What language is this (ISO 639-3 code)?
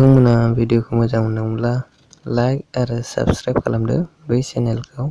brx